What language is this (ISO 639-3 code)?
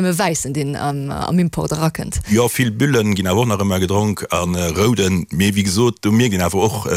ltz